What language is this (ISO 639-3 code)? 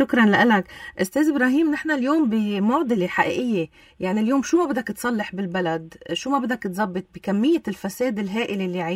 apc